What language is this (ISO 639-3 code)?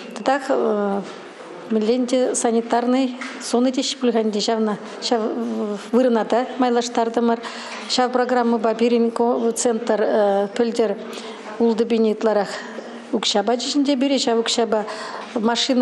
chv